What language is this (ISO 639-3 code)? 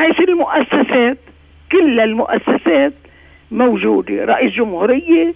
apc